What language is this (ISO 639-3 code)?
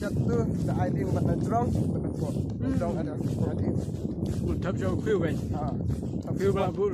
kha